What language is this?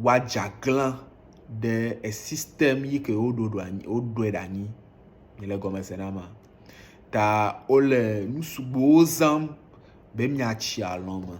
Ewe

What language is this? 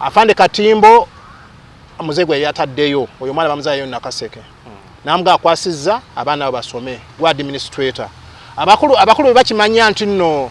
Ganda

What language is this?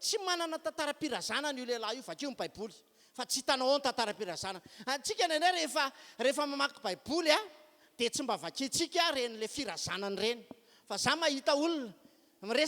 Malagasy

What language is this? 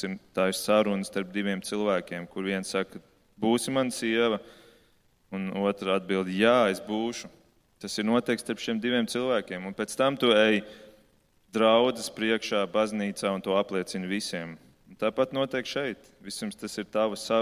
Latvian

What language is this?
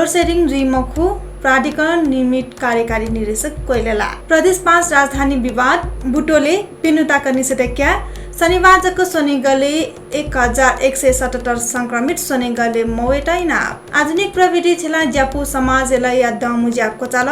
Newari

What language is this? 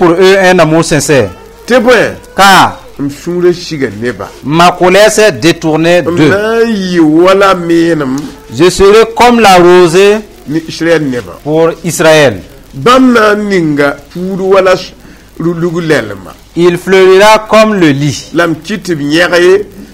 Mossi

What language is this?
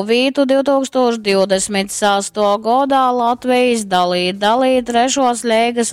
Latgalian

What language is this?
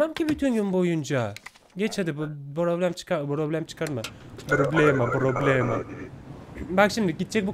Turkish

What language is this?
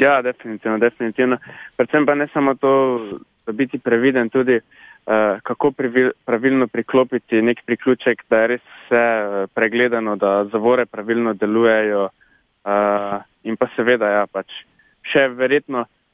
Slovenian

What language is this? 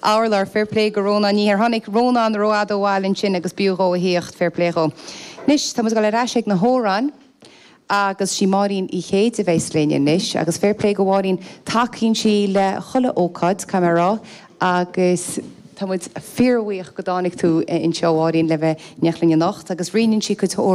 Irish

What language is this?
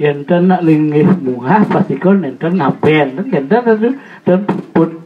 Balinese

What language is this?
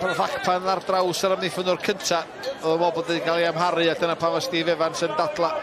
Welsh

